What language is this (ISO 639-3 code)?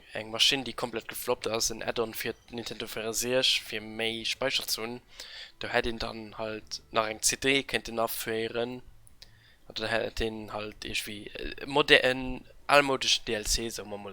ltz